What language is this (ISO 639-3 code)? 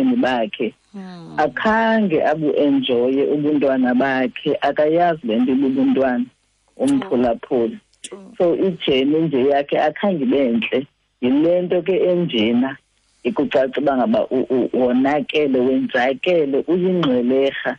xho